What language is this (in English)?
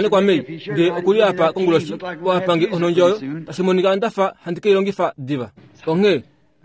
Kuanyama